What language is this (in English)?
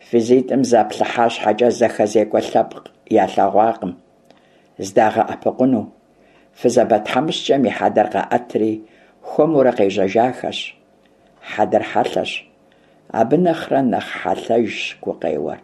Kabardian